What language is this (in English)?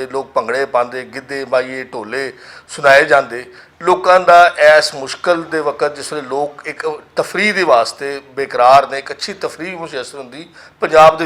Western Panjabi